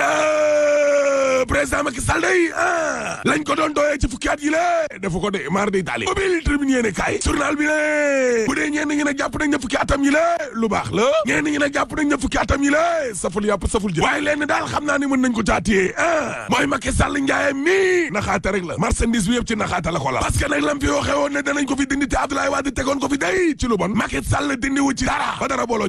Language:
Wolof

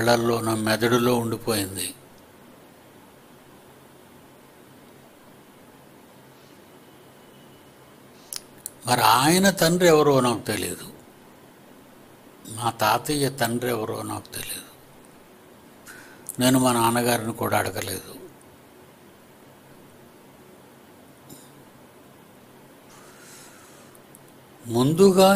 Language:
Telugu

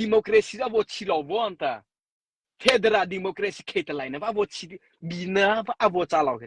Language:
Mara Chin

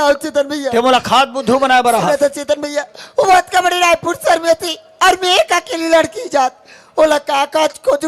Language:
Chhattisgarhi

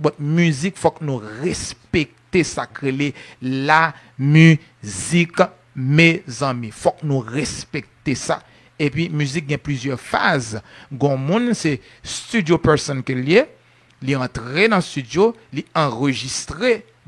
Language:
Haitian Creole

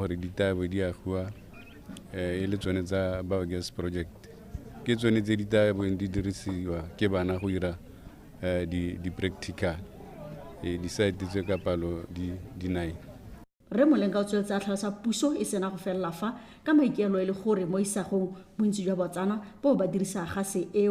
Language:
Tswana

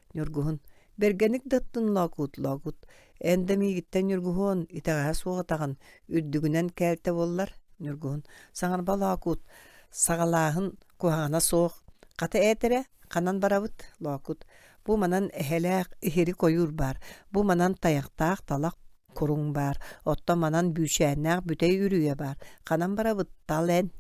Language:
Yakut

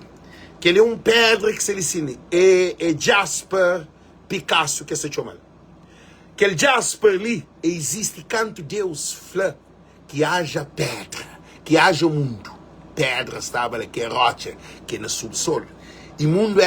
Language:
Kabuverdianu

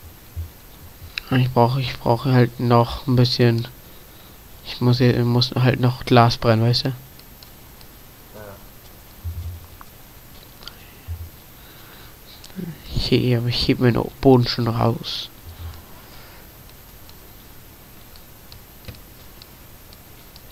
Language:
German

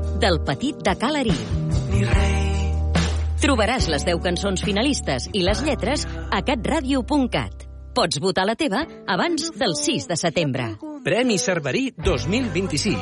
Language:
Catalan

